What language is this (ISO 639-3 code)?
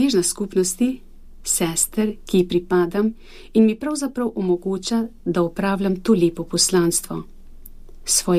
slv